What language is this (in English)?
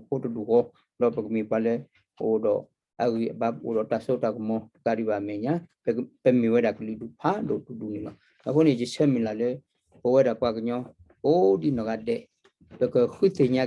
S'gaw Karen